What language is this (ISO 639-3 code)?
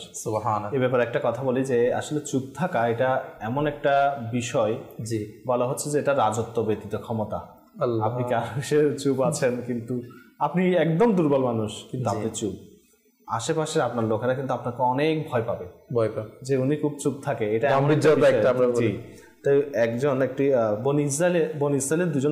ben